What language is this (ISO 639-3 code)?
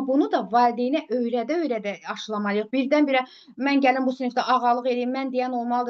aze